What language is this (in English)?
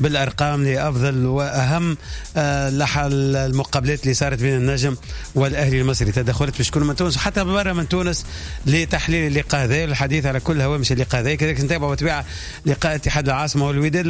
Tunisian Arabic